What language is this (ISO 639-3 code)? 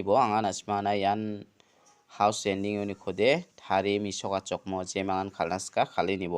grt